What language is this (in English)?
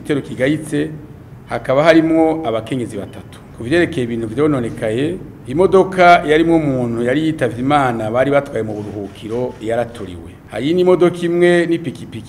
Rundi